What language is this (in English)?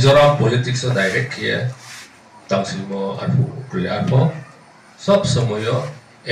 Riang (India)